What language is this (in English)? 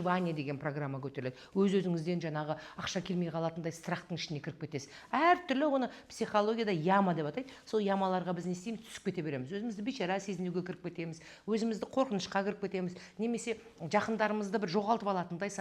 Kazakh